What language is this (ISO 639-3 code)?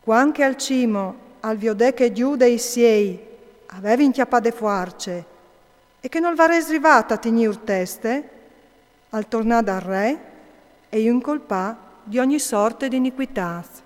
fur